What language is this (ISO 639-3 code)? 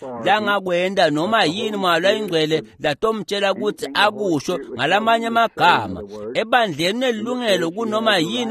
ssw